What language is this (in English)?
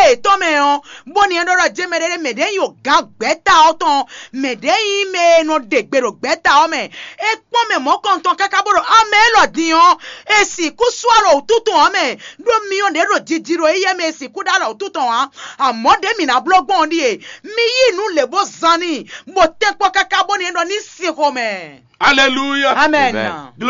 Fon